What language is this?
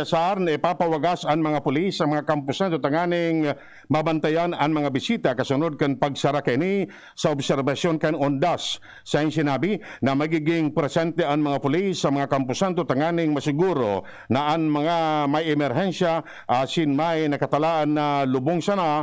Bikol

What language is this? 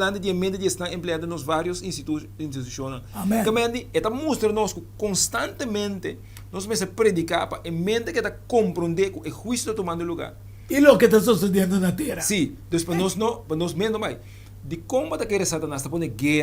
Papiamento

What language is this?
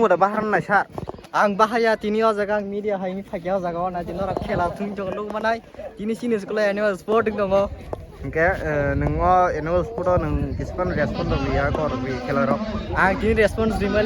Kok Borok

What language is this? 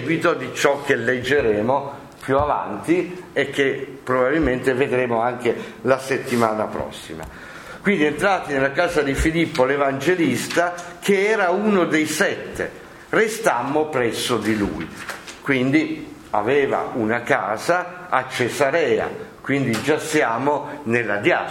Italian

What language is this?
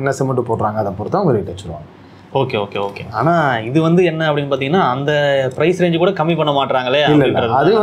Tamil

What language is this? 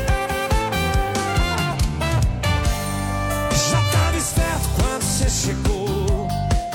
Portuguese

